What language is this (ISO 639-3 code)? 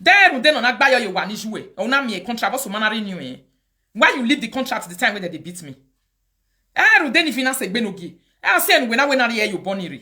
pcm